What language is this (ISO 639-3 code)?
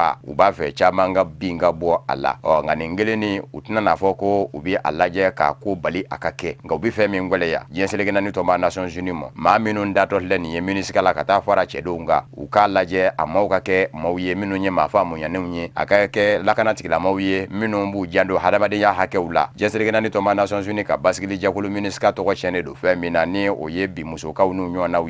bam